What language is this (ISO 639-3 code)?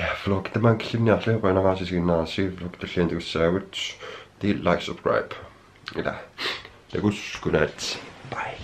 kal